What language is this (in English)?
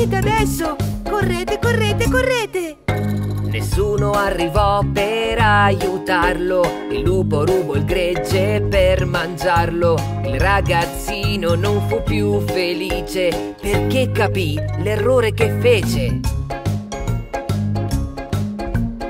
Italian